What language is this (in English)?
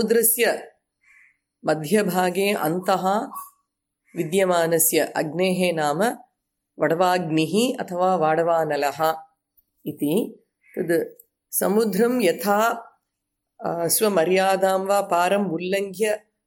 Sanskrit